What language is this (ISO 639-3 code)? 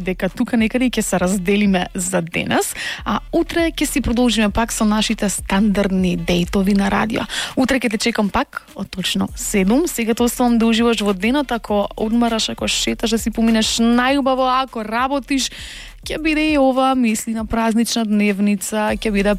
mkd